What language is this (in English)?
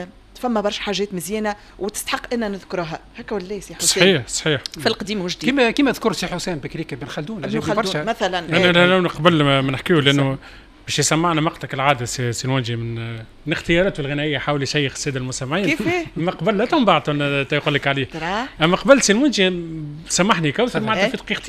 Tunisian Arabic